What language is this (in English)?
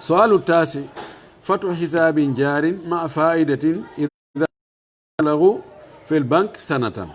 Fula